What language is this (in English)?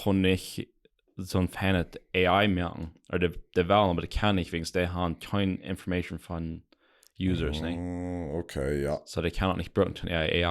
Plautdietsch